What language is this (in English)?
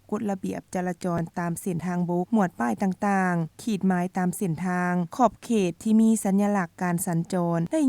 Lao